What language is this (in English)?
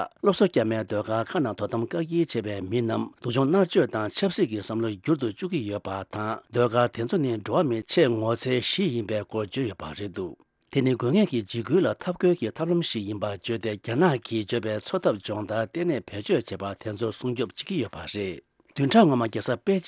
Tibetan